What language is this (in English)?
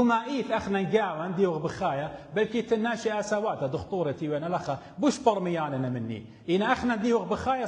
Assyrian Neo-Aramaic